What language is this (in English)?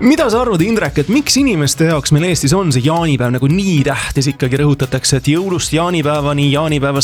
Estonian